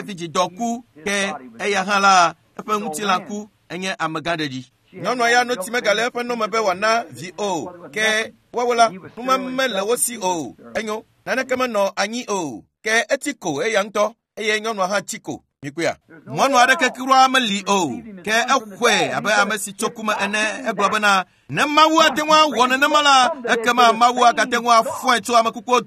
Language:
Ewe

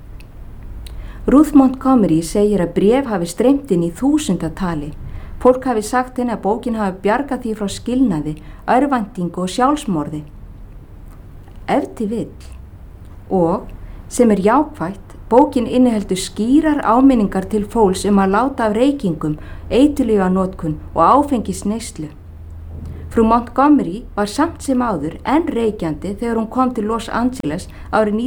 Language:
Icelandic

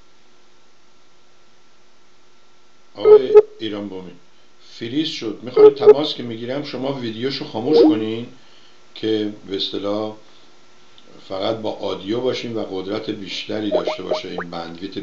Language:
Persian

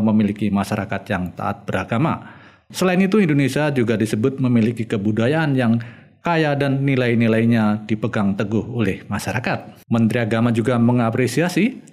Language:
Indonesian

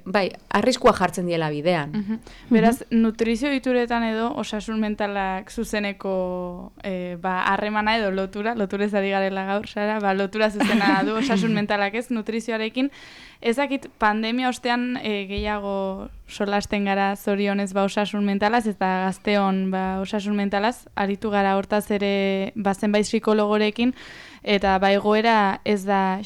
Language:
Basque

